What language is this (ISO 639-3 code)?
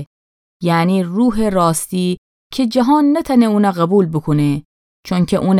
glk